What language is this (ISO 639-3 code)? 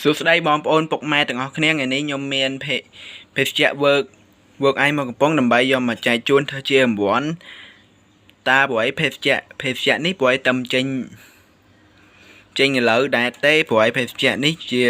khm